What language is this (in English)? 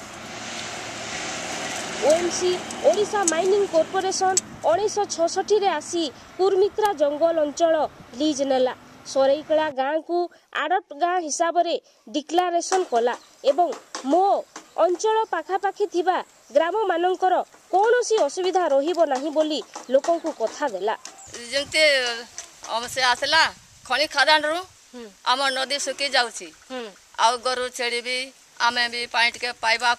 Odia